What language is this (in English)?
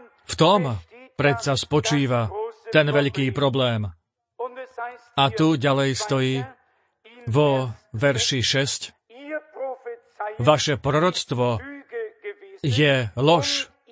Slovak